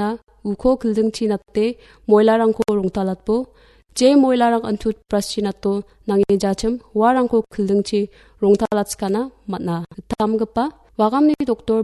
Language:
Garo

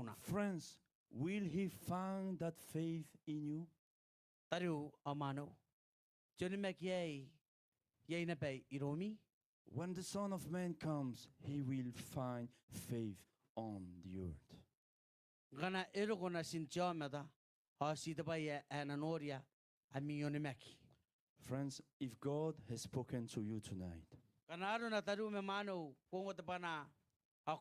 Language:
Gilbertese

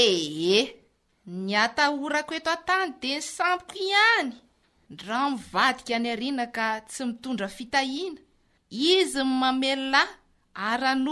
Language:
Malagasy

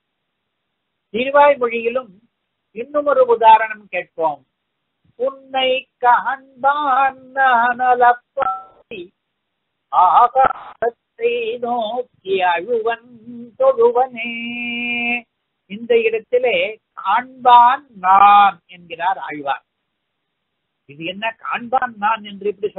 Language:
Tamil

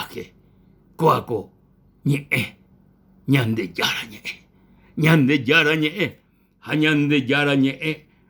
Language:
Guarani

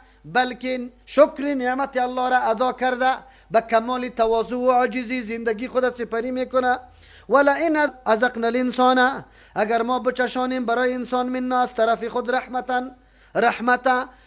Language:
Persian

